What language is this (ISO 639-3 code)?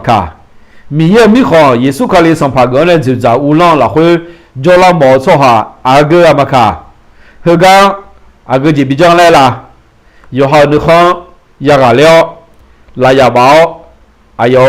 ahk